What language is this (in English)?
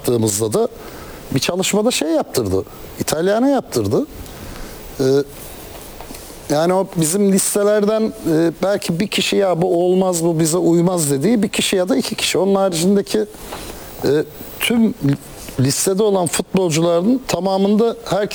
Turkish